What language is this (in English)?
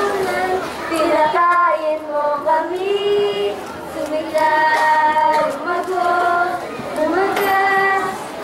Filipino